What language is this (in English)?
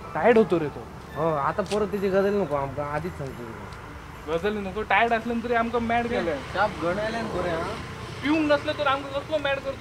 Konkani